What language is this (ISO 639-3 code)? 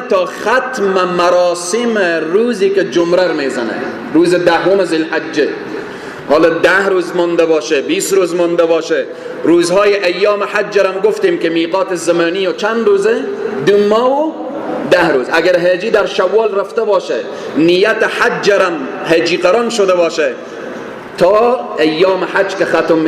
fas